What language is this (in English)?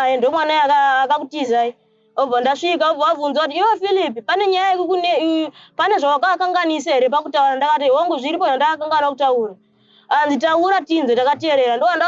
Shona